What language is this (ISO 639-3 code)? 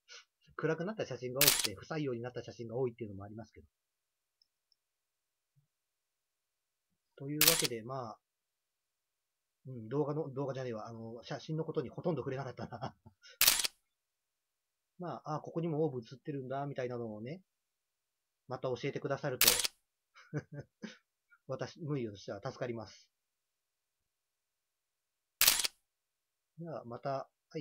jpn